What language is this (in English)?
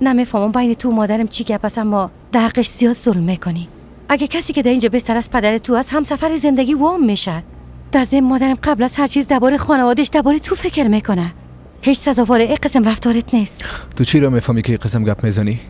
Persian